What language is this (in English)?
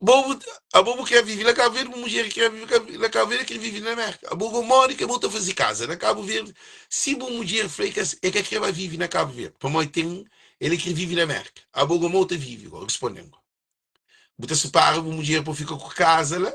Kabuverdianu